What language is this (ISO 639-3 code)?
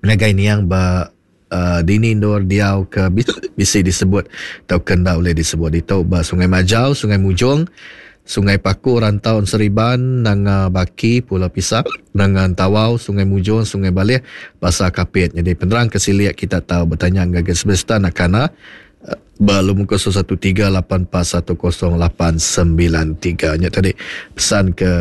iba